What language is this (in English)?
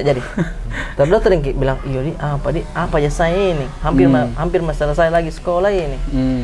Makassar Malay